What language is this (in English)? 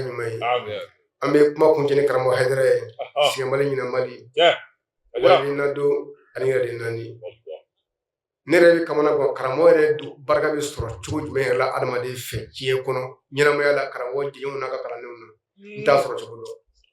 Bambara